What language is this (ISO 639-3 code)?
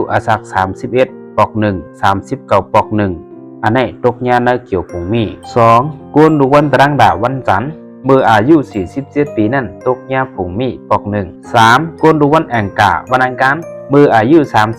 shn